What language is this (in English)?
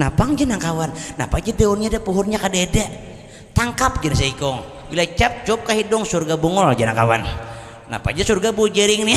Banjar